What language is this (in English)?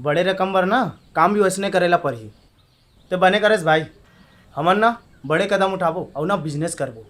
Chhattisgarhi